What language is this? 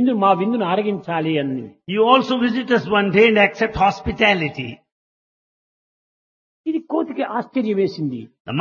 Telugu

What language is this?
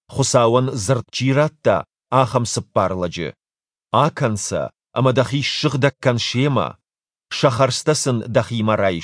Ossetic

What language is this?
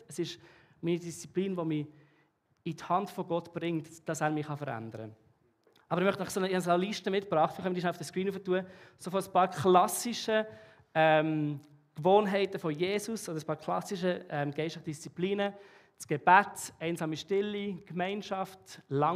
Swiss German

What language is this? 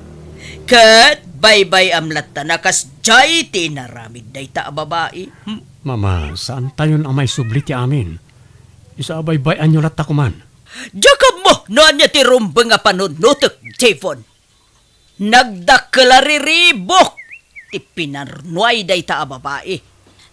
Iloko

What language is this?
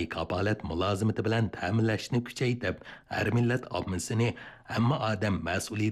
Uyghur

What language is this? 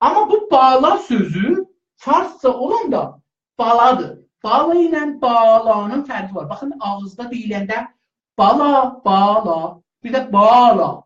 South Azerbaijani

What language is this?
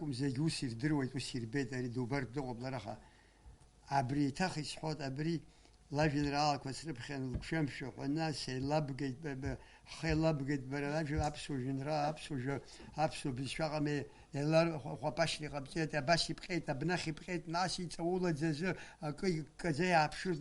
Abkhazian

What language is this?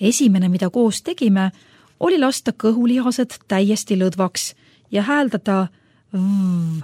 Estonian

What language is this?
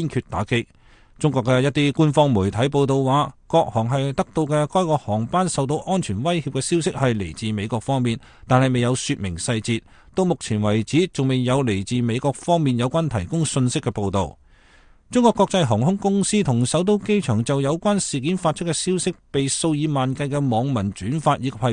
Cantonese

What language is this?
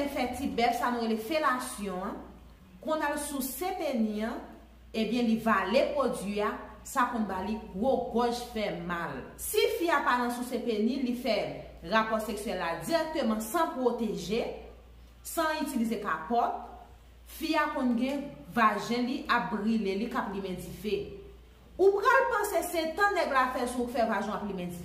Haitian Creole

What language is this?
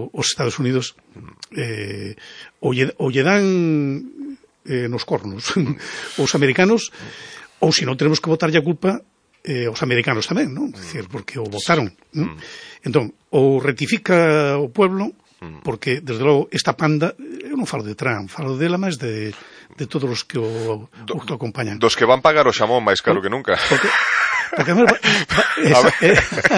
Galician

